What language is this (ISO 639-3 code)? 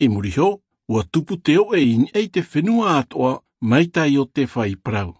tah